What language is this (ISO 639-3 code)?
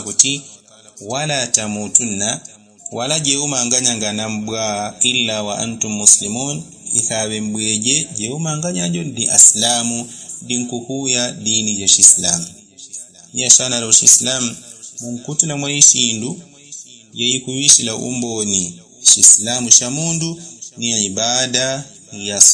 yao